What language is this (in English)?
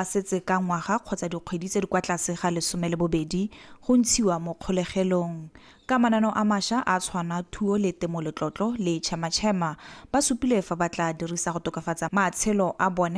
Tswana